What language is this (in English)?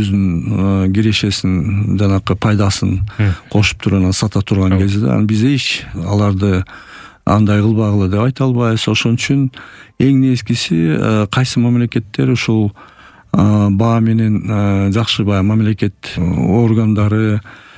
Kyrgyz